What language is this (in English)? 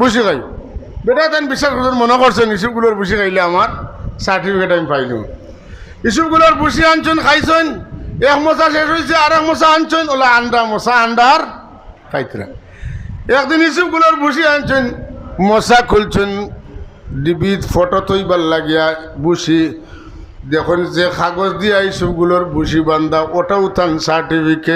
Sylheti